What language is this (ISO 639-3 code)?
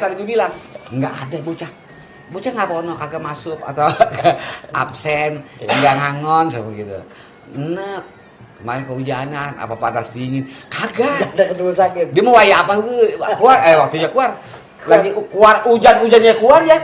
bew